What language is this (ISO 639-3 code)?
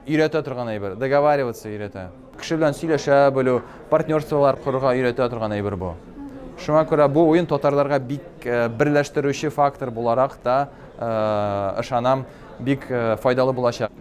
tat